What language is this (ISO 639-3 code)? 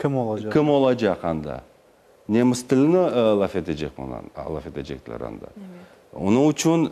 crh